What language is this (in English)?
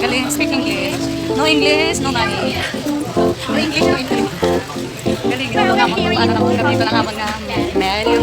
Hiligaynon